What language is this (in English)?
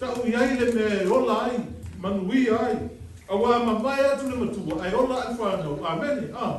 Samoan